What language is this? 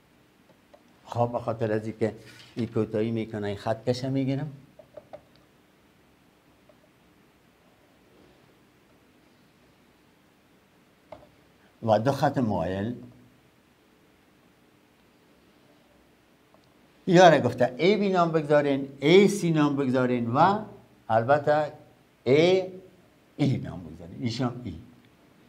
Persian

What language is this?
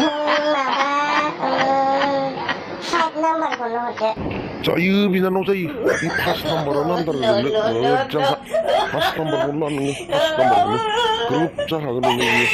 Bodo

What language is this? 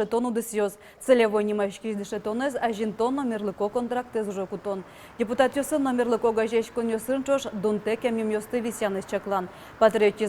Udmurt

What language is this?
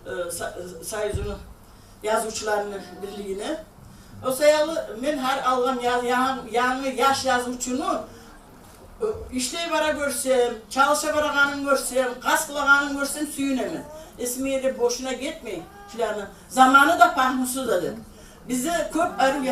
Kumyk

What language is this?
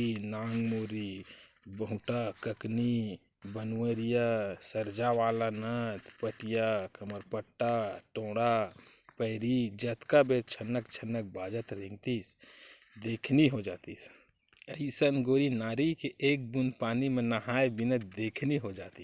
Chhattisgarhi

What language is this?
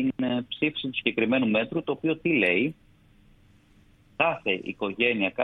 Greek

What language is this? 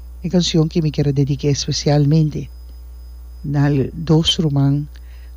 Papiamento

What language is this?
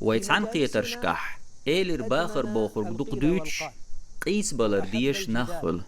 Chechen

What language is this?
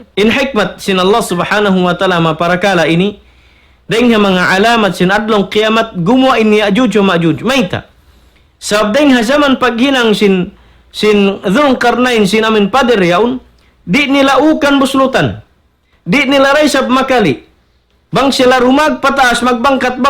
Tausug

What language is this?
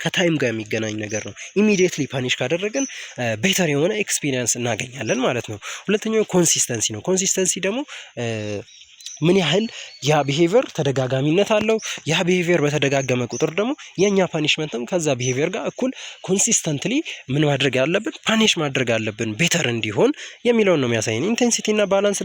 Amharic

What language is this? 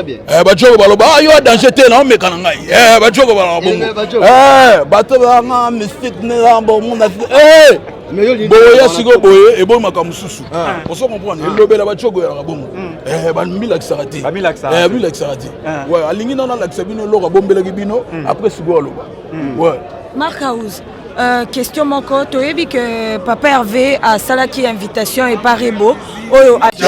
Lingala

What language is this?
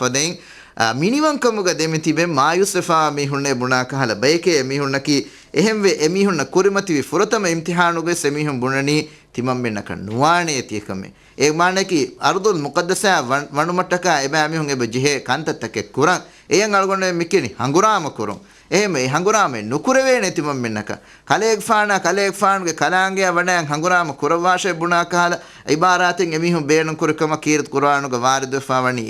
Divehi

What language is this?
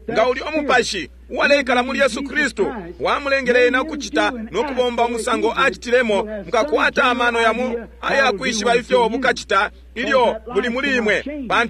Bemba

